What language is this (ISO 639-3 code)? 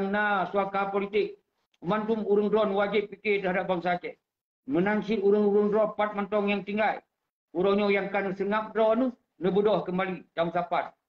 ace